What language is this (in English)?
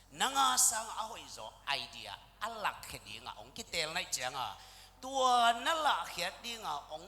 Tedim Chin